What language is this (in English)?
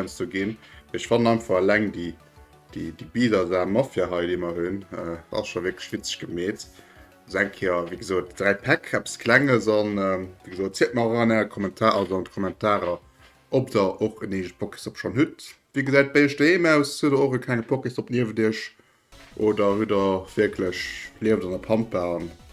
Luxembourgish